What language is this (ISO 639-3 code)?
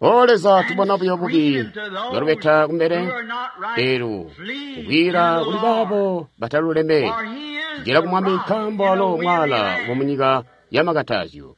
toi